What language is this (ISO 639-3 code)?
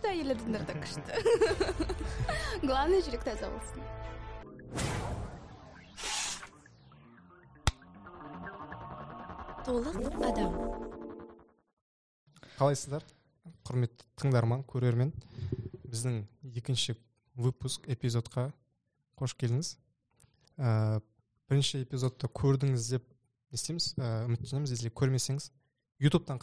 kaz